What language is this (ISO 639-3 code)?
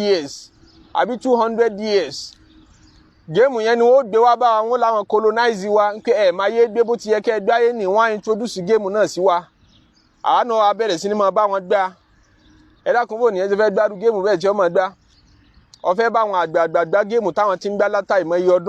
yor